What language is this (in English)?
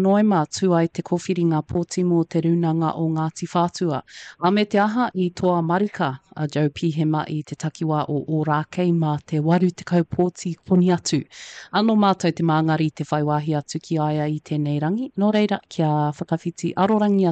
Māori